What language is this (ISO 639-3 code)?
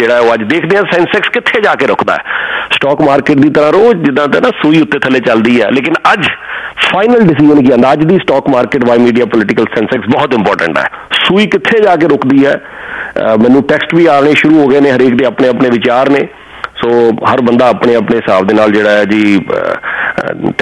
pan